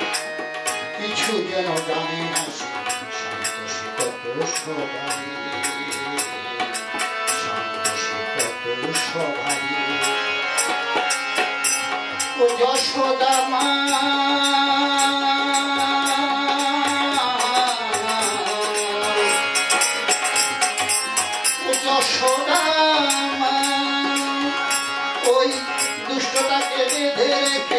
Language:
Bangla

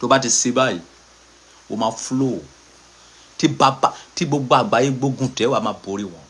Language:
Yoruba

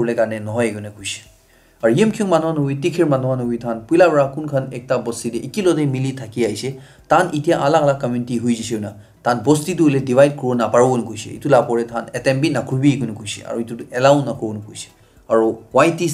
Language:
Naga Pidgin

